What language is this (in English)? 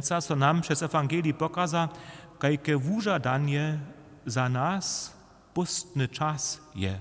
Upper Sorbian